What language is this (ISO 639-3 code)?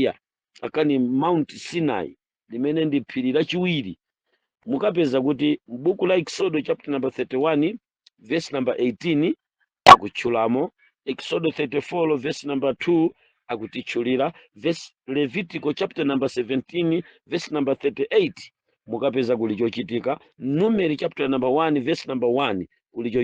nya